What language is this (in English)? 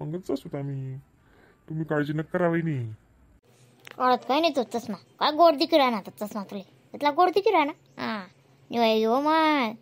Khandesi